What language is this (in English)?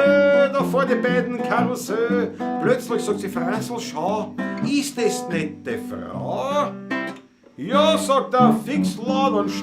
Bavarian